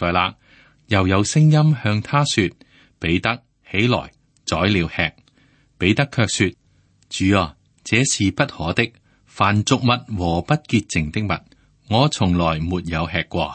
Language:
Cantonese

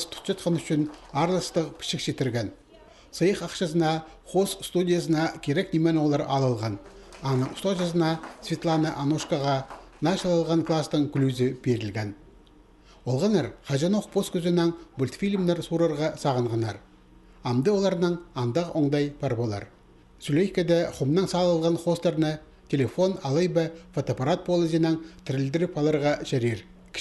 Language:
Khakas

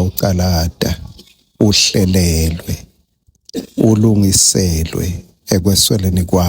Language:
Swati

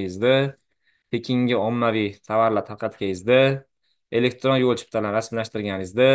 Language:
Uzbek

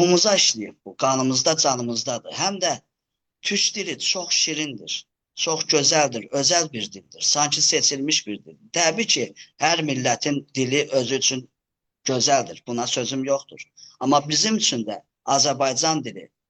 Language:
Azerbaijani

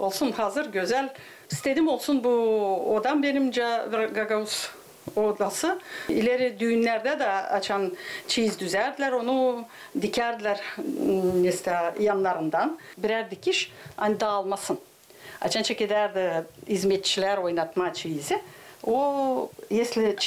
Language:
Gagauz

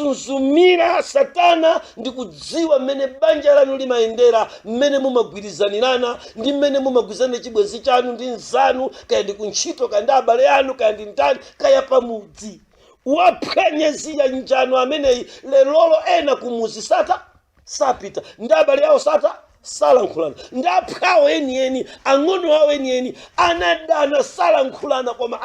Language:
Nyanja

